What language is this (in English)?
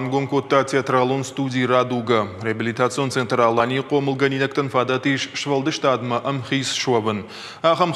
Ossetic